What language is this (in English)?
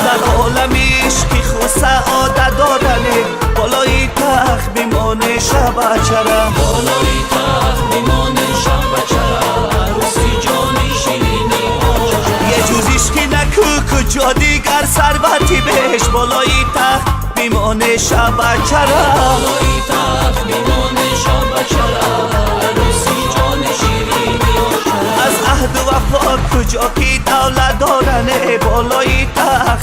Tajik